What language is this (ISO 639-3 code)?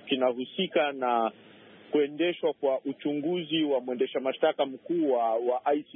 swa